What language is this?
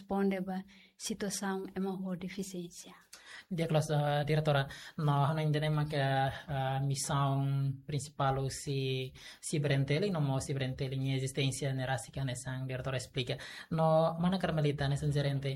Tetum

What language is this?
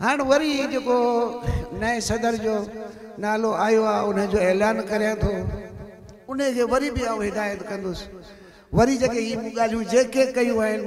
Sindhi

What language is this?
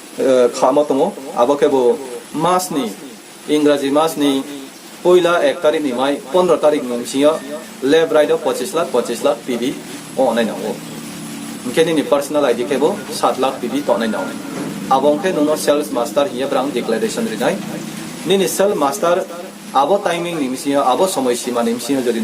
Riang (India)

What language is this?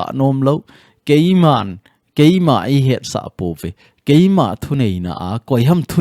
Thado Chin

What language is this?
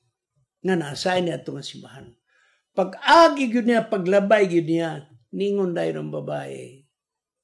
Cebuano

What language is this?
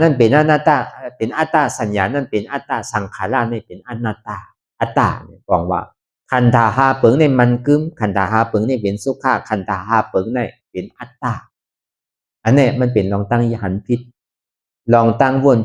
Shan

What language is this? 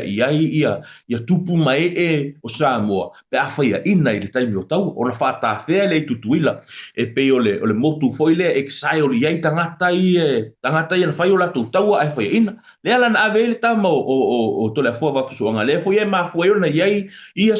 Samoan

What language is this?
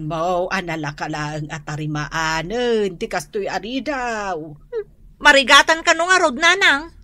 Iloko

